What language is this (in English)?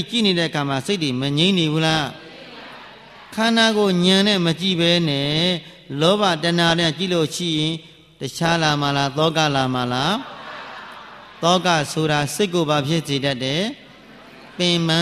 Burmese